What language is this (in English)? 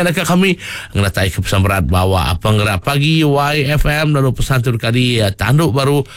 Iban